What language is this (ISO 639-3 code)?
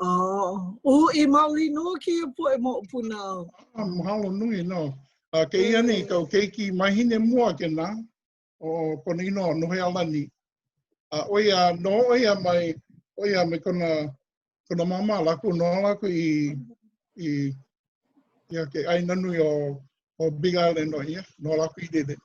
haw